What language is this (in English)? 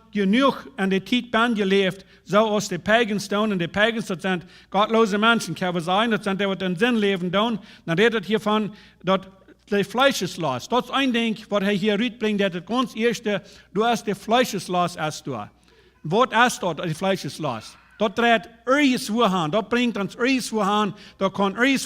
Plautdietsch